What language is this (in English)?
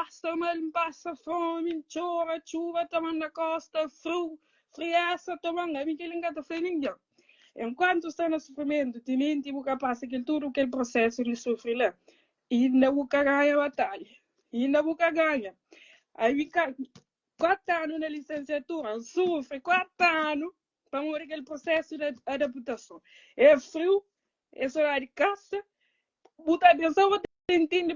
Kabuverdianu